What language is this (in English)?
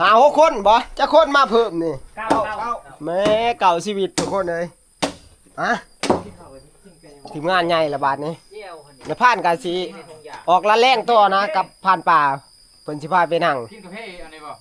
Northeastern Thai